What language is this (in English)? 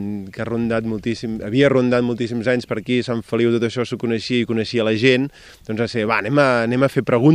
Catalan